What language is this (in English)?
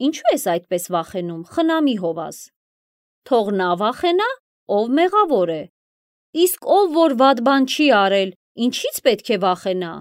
Armenian